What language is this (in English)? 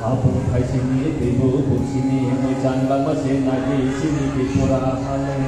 Kok Borok